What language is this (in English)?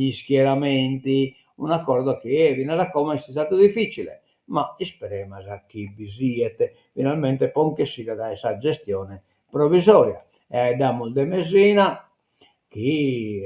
Sardinian